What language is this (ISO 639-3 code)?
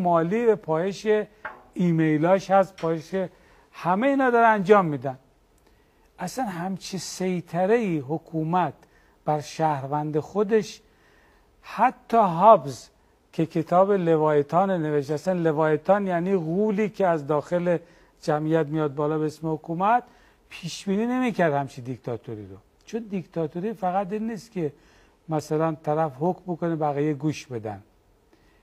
fas